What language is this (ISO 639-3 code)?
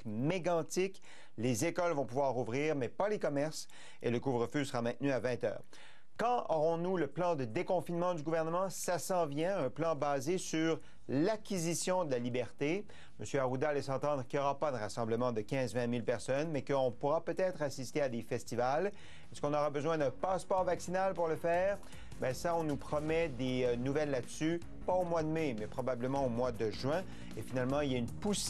fra